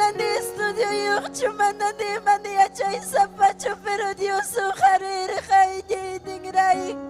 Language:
Ayacucho Quechua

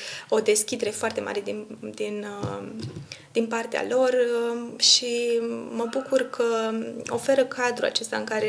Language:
Romanian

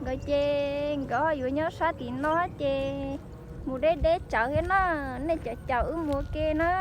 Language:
Hmong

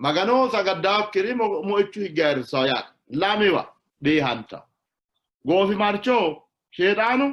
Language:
Sidamo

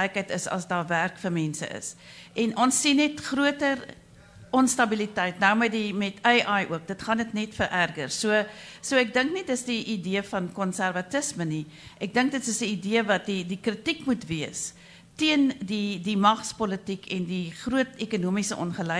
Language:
Afrikaans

